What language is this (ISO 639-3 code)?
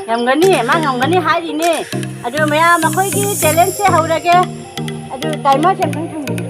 mni